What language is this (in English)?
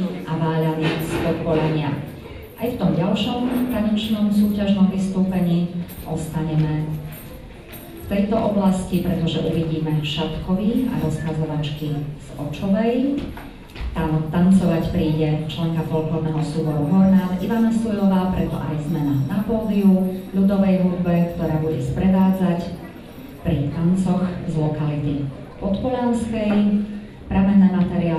Slovak